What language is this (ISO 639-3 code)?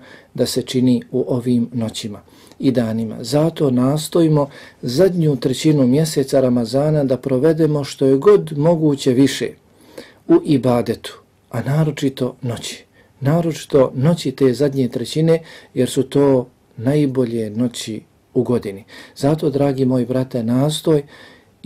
bos